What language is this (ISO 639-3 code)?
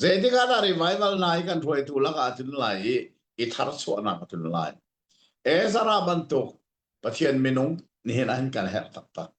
cnh